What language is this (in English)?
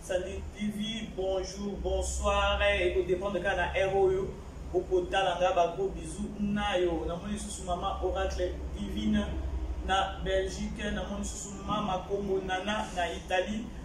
Lingala